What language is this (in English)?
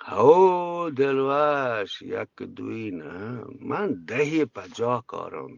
Eastern Balochi